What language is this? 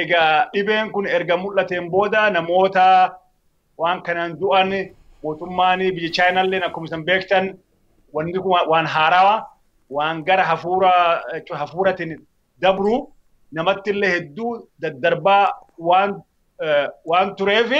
Oromo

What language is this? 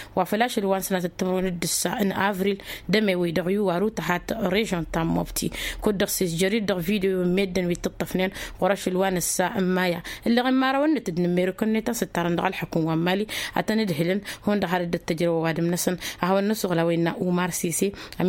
Tamasheq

